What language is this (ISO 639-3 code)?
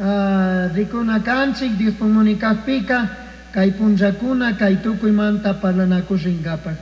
qug